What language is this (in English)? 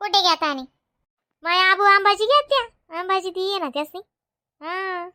Khandesi